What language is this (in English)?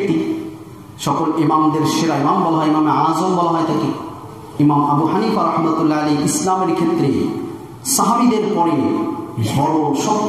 Bangla